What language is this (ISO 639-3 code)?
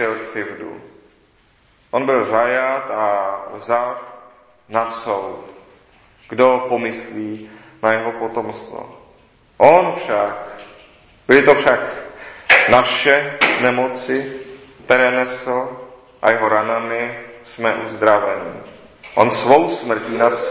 ces